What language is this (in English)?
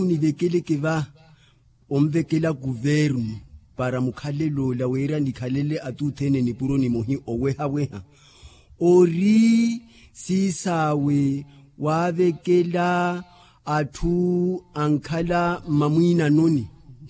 Makhuwa